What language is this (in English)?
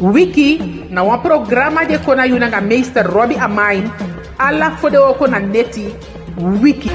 Eastern Maroon Creole